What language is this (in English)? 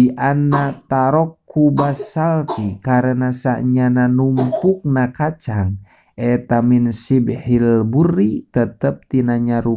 Sundanese